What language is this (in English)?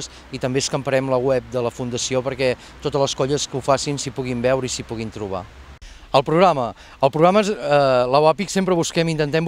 Catalan